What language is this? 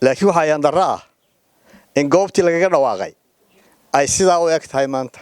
Somali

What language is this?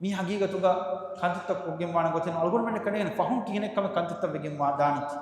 Divehi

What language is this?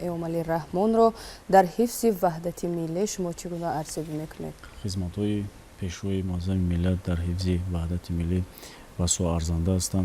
Tajik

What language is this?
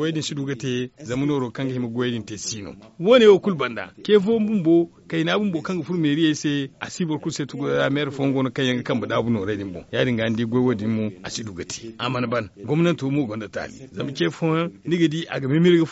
Zarma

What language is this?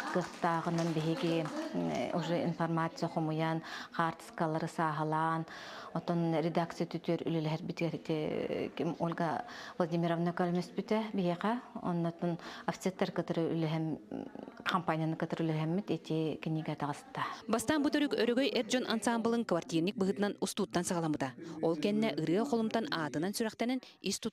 Yakut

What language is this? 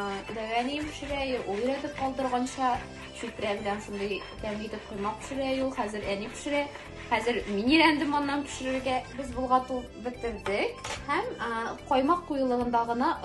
Tatar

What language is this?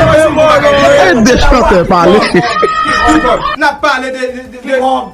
Haitian Creole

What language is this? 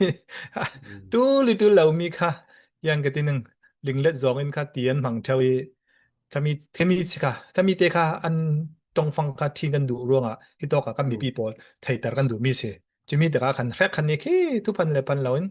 Falam Chin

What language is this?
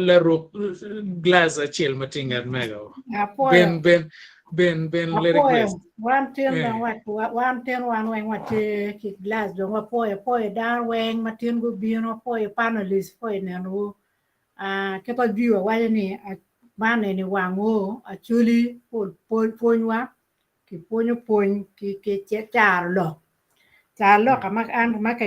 Acoli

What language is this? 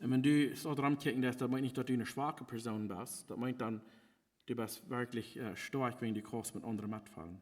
Plautdietsch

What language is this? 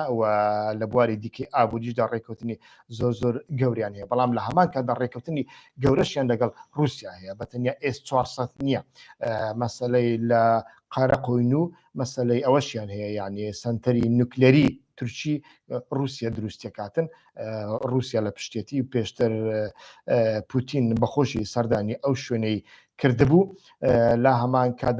Central Kurdish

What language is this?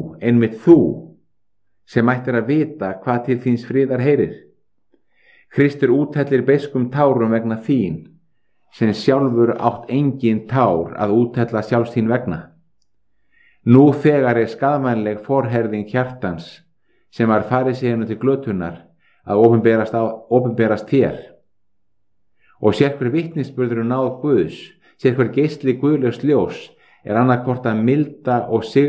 Icelandic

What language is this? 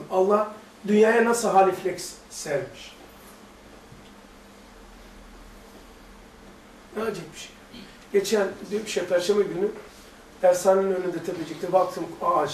Turkish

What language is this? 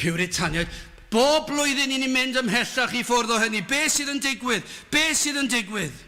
Welsh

